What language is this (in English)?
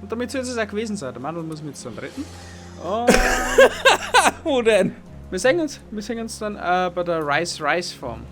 Bavarian